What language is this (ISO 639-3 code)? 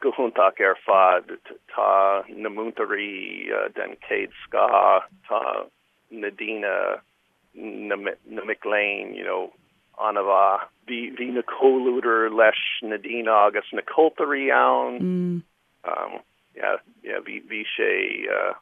gle